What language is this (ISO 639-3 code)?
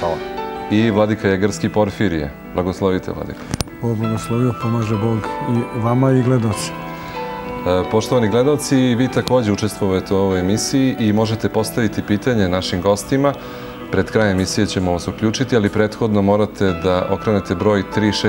srp